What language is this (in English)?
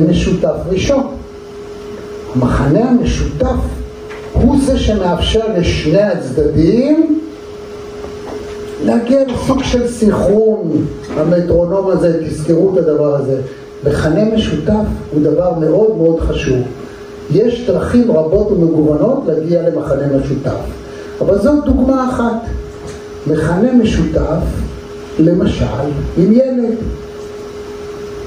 Hebrew